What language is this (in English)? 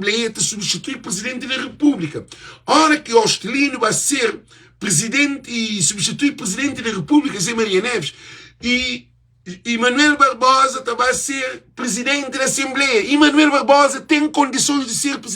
Kabuverdianu